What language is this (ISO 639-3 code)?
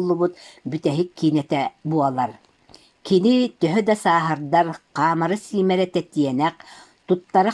sah